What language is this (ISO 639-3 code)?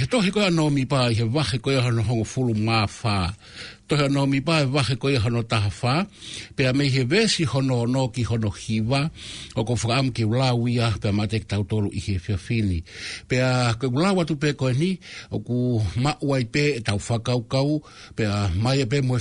ton